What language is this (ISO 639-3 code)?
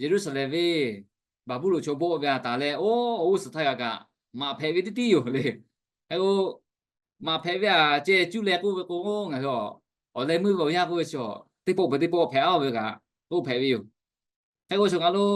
lhu